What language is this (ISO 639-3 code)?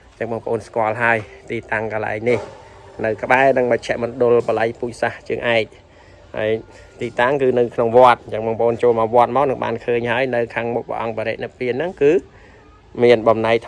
khm